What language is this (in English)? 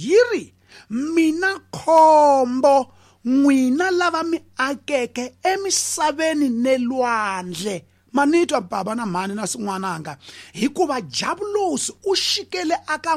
Tsonga